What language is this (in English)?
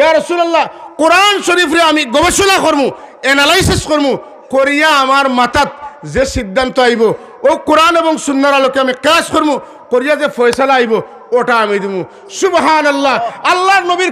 Sylheti